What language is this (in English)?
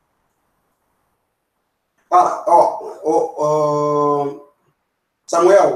Portuguese